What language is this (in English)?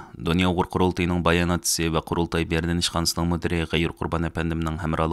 Uyghur